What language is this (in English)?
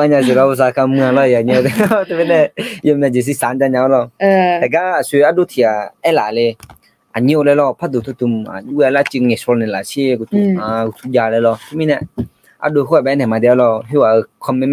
Akha